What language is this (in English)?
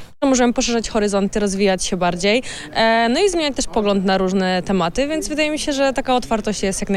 Polish